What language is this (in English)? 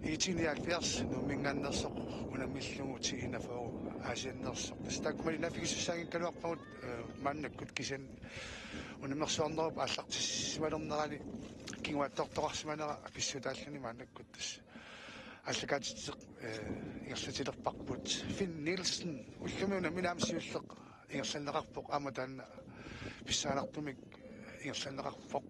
Kalaallisut